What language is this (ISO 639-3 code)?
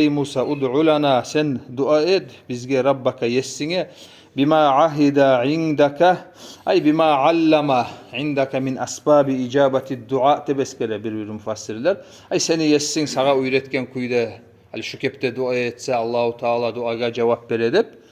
kum